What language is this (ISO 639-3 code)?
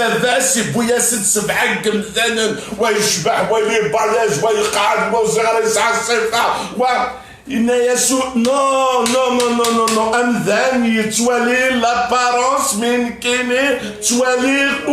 kab